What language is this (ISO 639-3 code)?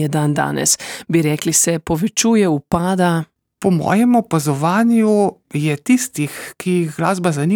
slv